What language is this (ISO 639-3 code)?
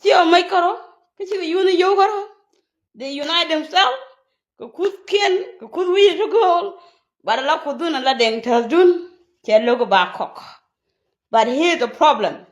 nus